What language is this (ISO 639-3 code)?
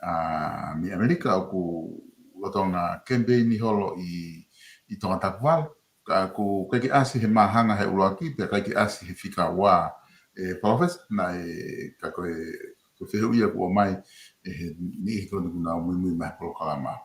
ton